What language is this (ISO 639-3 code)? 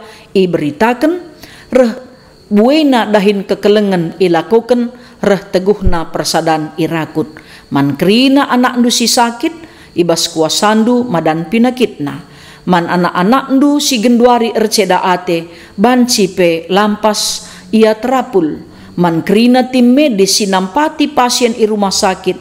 btx